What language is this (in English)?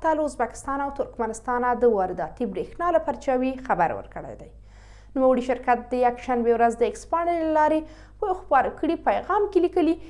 Pashto